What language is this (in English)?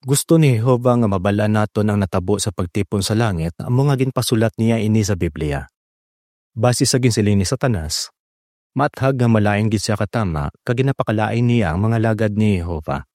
Hiligaynon